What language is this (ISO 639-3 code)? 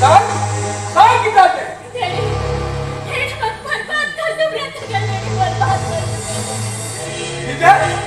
kok